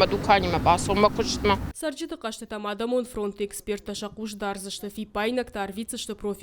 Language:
Ossetic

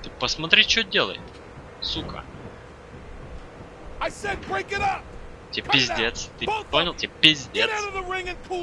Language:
Russian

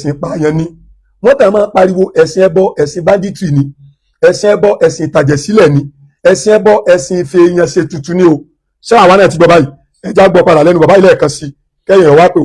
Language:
Yoruba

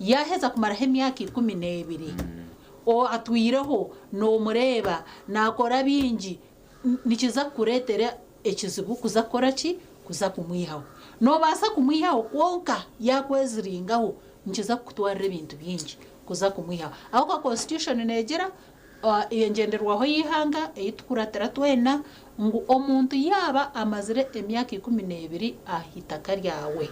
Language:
Nyankole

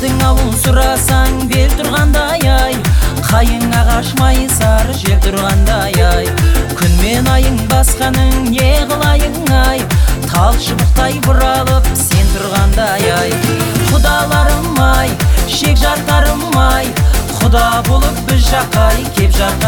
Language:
Kazakh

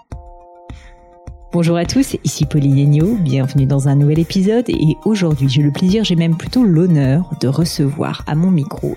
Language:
French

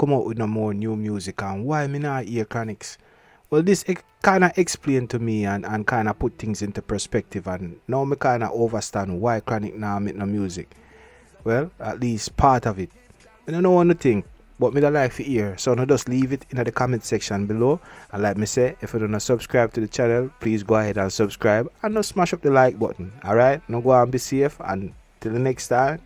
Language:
Jamaican Creole English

